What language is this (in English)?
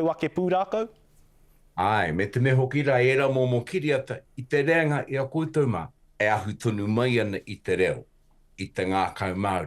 Māori